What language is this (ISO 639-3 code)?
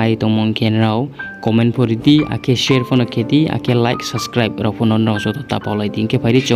ria